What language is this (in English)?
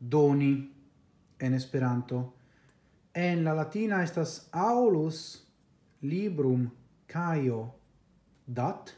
Esperanto